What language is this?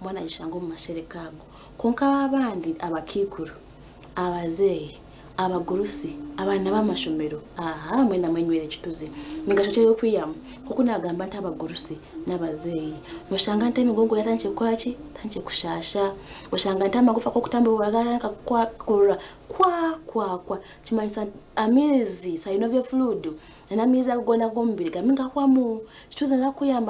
Nyankole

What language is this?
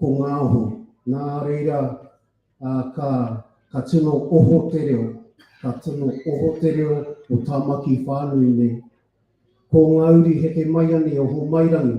Māori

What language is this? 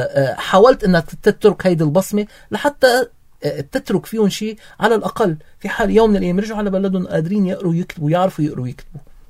North Levantine Arabic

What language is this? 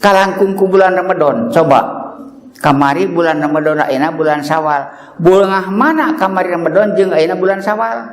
Sundanese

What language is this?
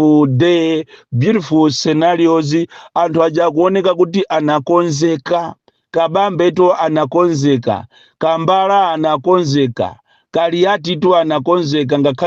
Nyanja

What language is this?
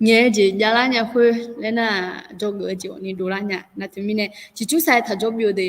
Akha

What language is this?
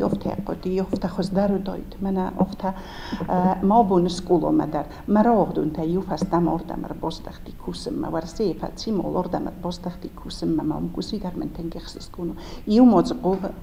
Ossetic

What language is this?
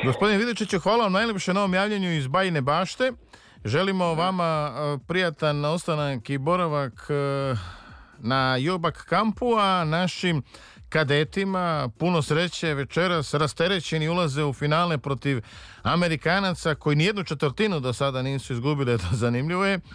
Serbian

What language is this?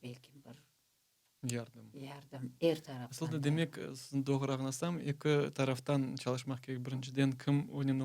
Crimean Tatar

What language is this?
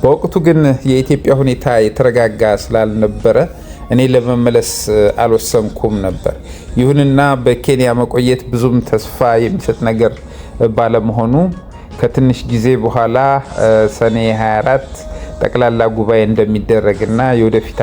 Amharic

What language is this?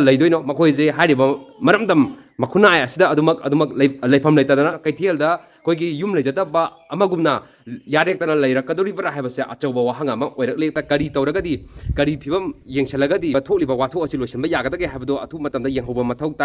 Manipuri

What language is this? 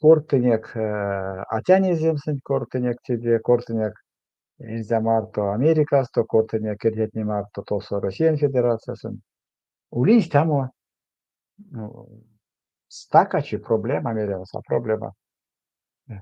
Erzya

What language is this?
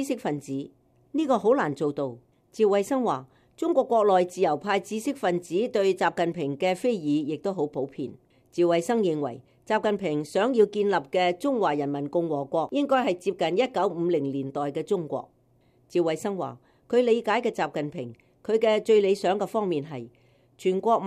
Cantonese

